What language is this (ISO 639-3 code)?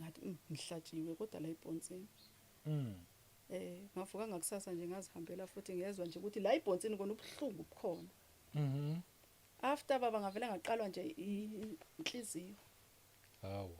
zul